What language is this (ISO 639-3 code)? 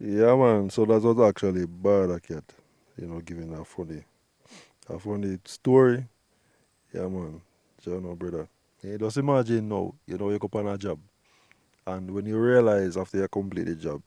jam